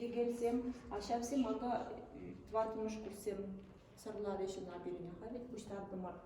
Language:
Chuvash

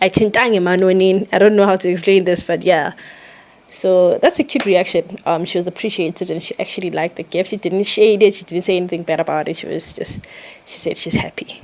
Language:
Zulu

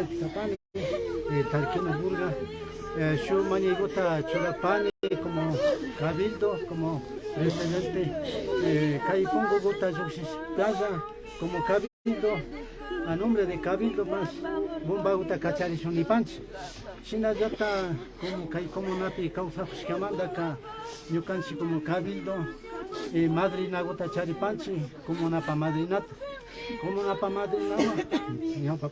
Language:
Imbabura Highland Quichua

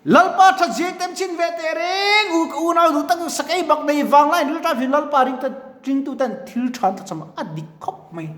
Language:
Mizo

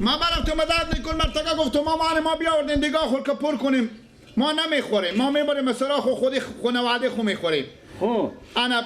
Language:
Persian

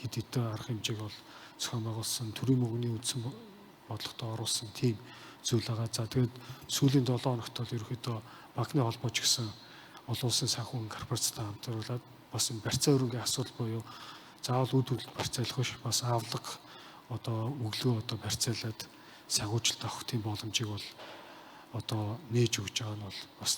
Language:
Mongolian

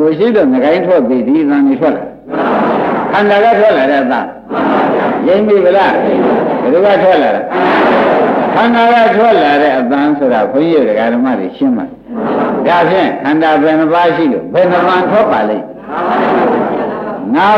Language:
Burmese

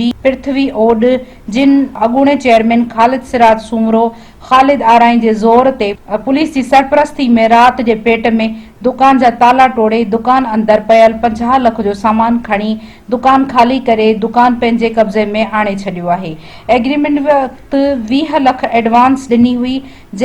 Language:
Sindhi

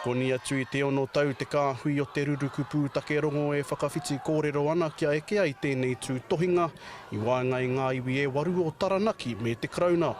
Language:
Māori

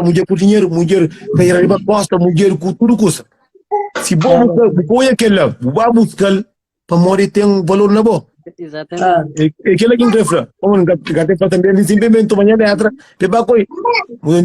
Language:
Kabuverdianu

